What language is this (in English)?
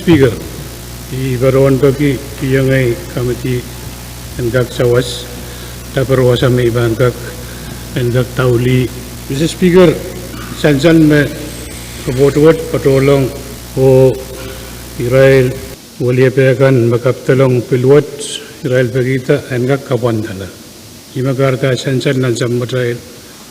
Pohnpeian